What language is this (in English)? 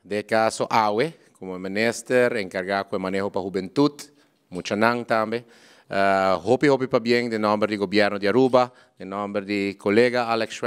Papiamento